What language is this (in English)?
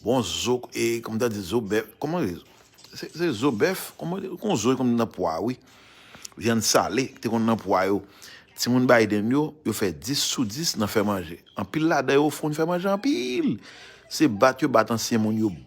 Haitian Creole